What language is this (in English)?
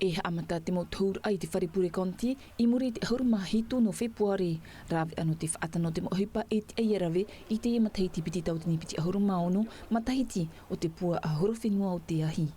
Tahitian